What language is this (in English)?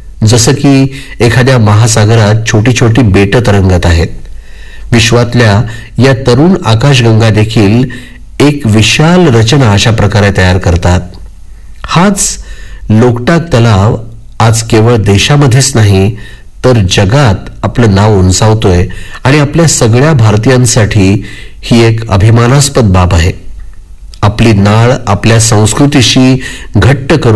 Marathi